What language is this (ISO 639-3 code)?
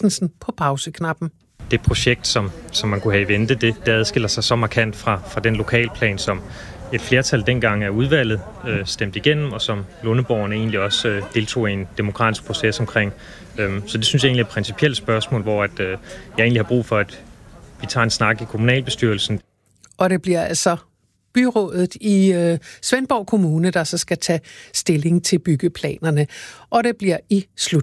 dan